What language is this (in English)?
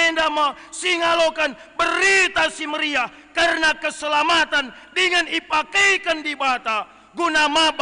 Batak Karo